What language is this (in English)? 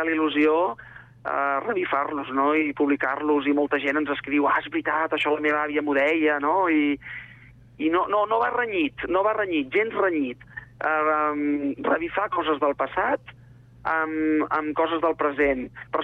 Catalan